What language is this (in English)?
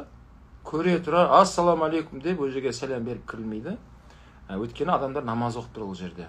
Kazakh